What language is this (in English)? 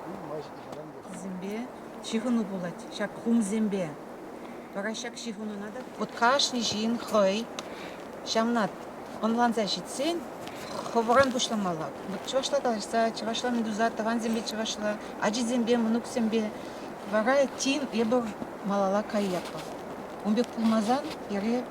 Chuvash